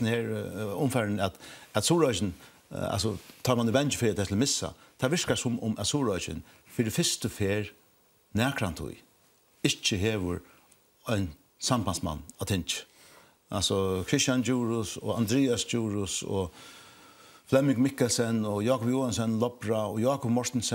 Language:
Faroese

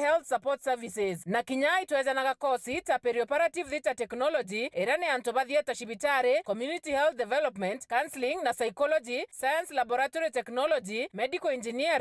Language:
Meru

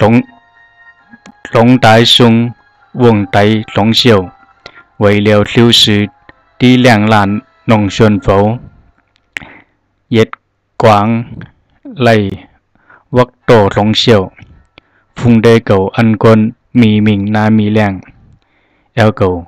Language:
Zhuang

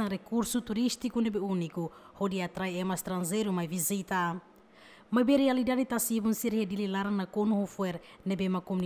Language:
Tetum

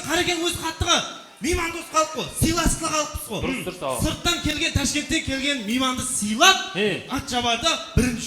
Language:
Kara-Kalpak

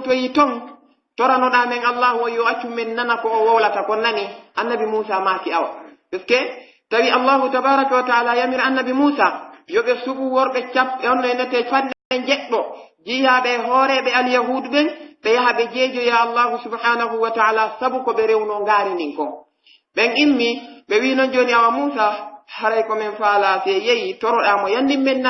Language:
Pular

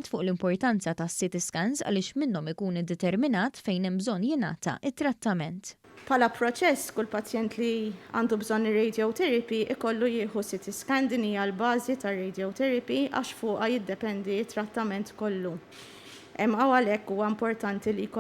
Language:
Maltese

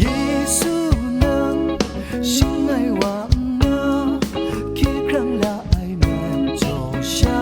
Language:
Kachin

